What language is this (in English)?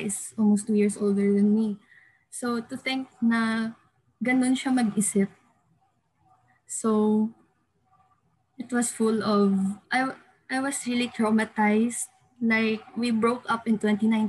Filipino